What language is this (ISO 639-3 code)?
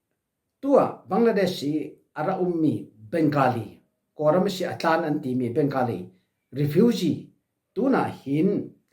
cfm